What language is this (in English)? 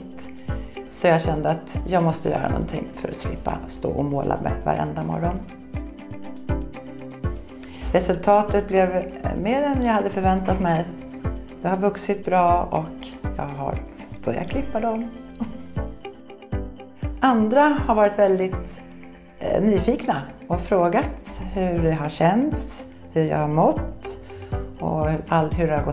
Swedish